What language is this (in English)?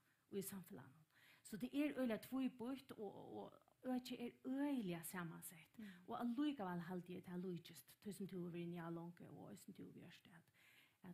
Faroese